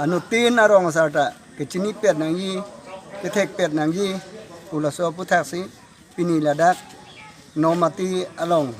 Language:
Karbi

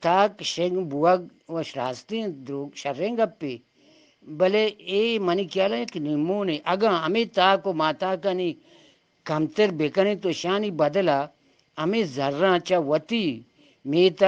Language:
Eastern Balochi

